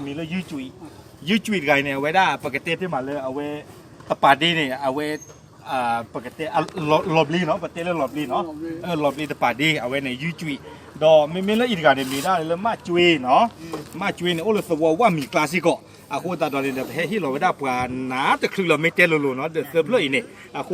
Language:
S'gaw Karen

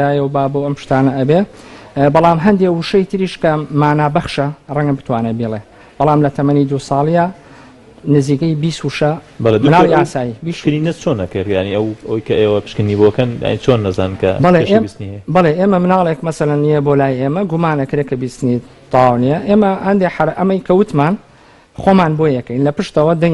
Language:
Central Kurdish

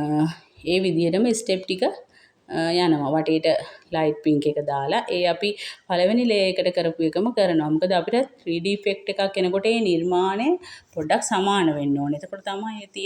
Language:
Sinhala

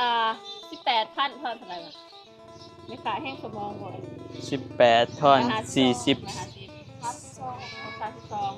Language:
Northeastern Thai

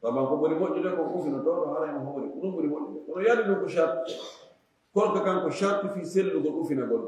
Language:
Fula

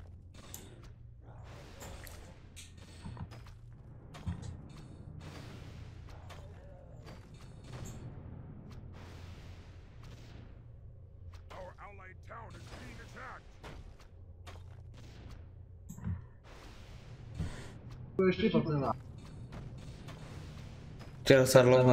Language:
Czech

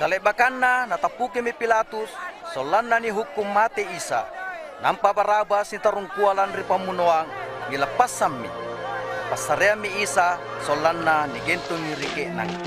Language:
Makasar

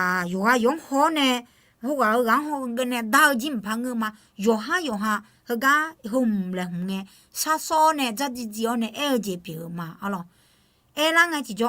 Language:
Akha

